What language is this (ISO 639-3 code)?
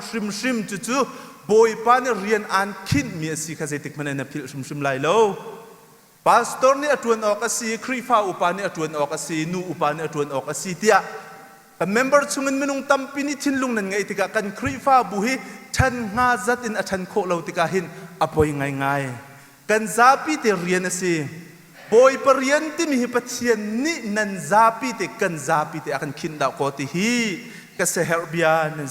cnh